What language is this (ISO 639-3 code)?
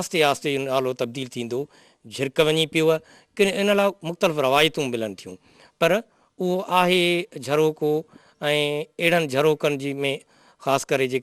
snd